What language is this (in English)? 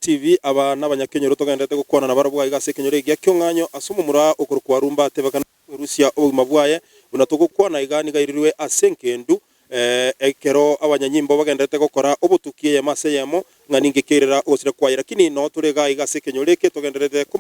Gusii